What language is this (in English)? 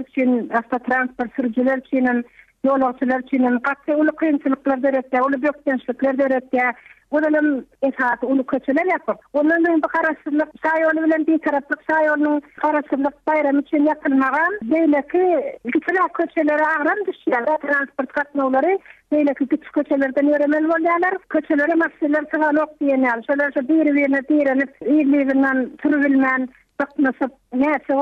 Turkmen